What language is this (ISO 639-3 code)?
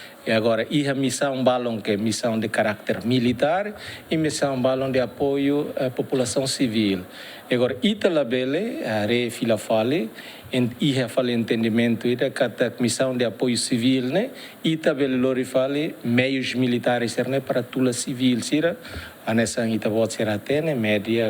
tet